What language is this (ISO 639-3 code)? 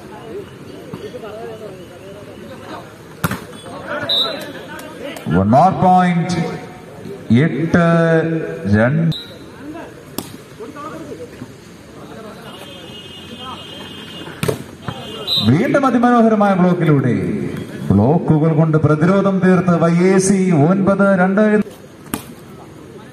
mal